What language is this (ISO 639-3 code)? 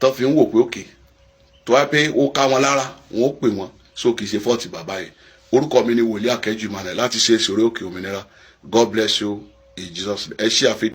yor